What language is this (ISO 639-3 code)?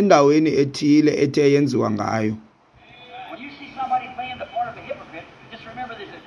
xho